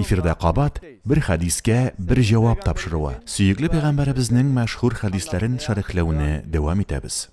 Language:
Tatar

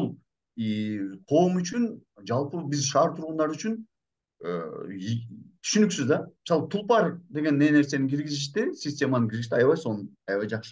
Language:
Kyrgyz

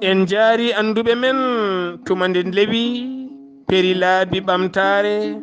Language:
Fula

